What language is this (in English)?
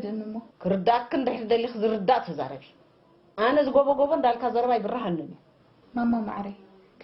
Tigrinya